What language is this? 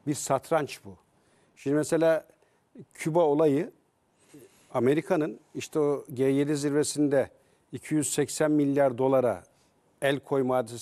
Turkish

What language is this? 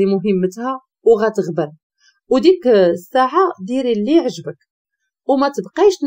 Moroccan Arabic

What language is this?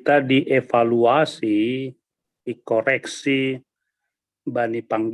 Batak Simalungun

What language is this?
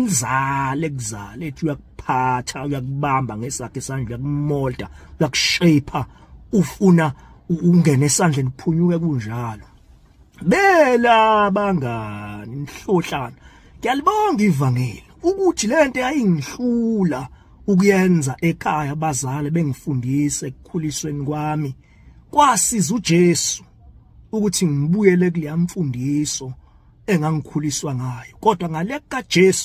Zulu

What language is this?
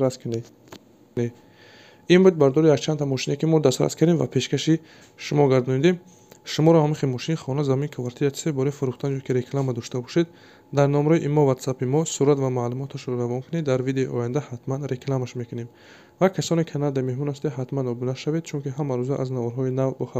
Tajik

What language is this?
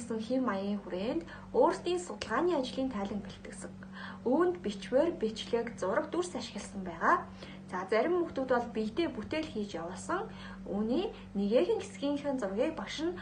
Mongolian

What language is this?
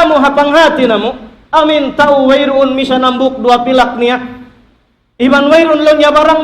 Tausug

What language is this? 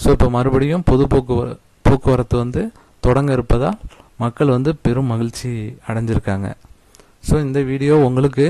Tamil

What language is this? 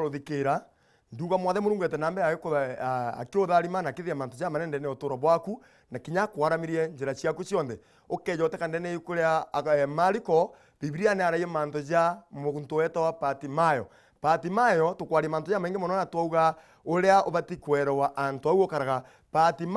Meru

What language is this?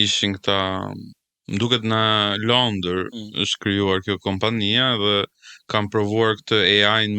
Albanian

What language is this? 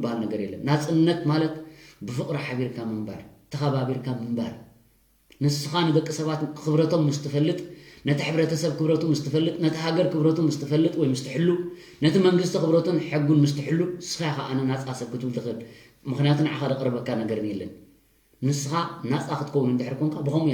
Tigrinya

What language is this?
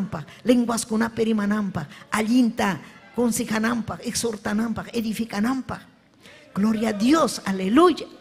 Ayacucho Quechua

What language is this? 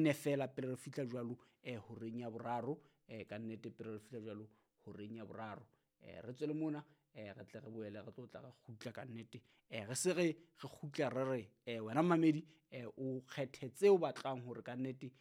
Southern Sotho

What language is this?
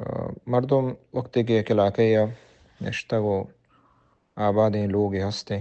Baluchi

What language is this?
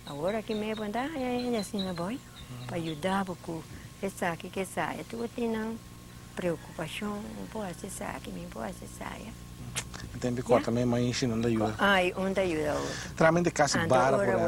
Papiamento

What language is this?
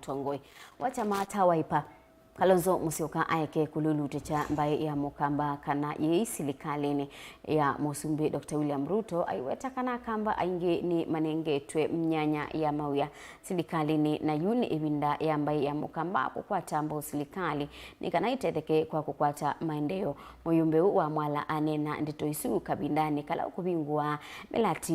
Kamba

